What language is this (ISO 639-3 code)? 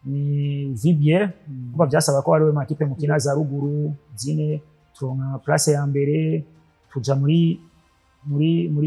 run